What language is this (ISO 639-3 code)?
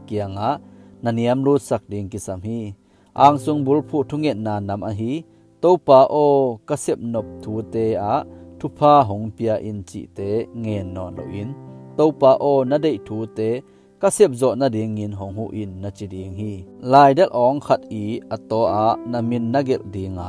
ctd